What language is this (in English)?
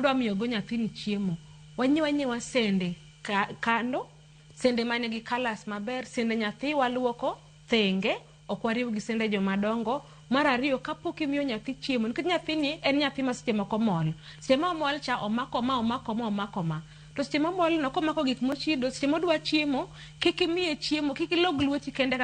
Luo (Kenya and Tanzania)